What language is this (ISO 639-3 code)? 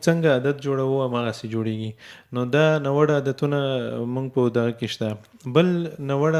pus